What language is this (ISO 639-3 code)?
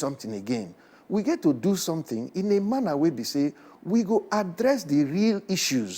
pcm